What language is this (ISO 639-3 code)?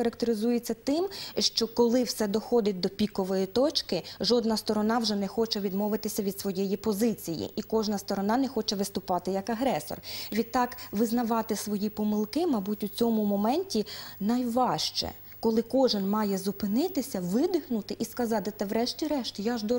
ukr